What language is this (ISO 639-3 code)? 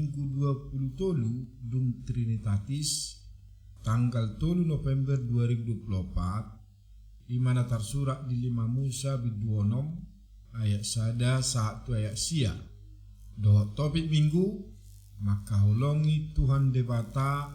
bbc